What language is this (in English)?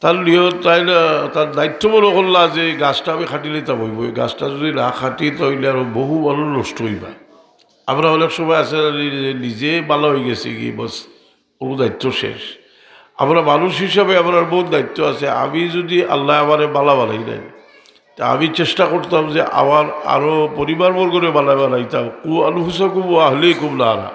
Sylheti